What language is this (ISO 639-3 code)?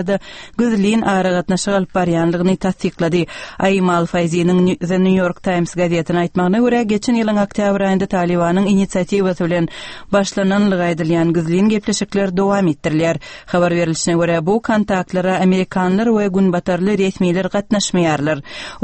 tuk